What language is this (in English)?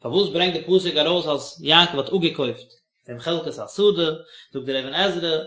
Yiddish